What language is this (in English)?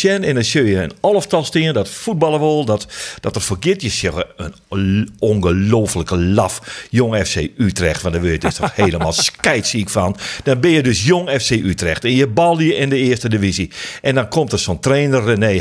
Western Frisian